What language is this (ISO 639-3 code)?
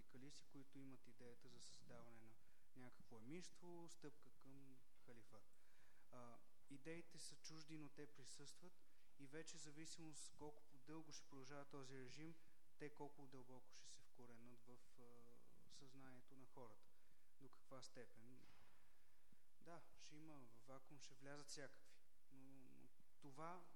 bul